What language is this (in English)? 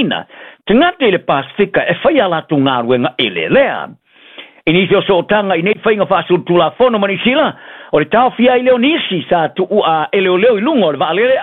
Samoan